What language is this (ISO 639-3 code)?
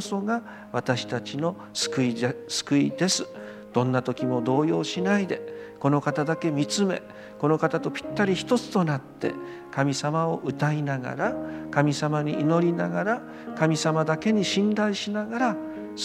jpn